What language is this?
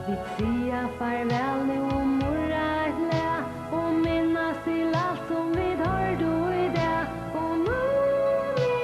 Faroese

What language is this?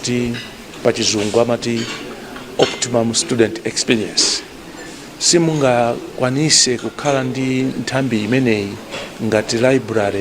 Nyanja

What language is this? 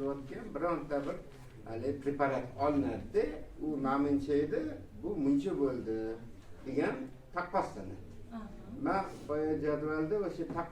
Uzbek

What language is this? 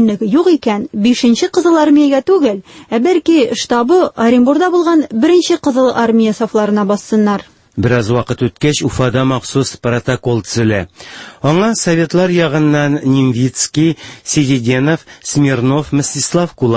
Tatar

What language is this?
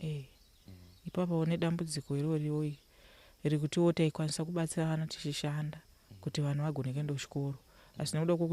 Shona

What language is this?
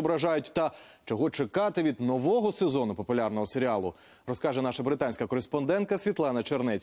Ukrainian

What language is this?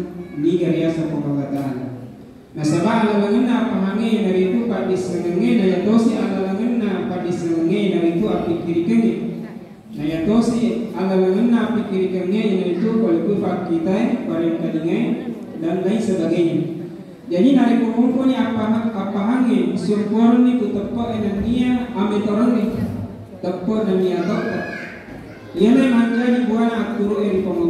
Buginese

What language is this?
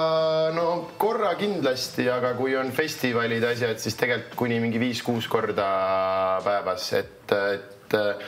Estonian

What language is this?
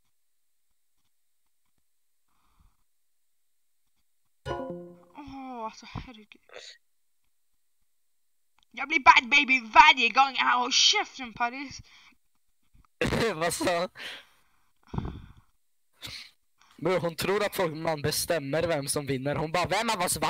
Swedish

